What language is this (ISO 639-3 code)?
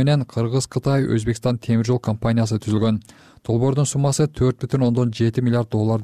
kir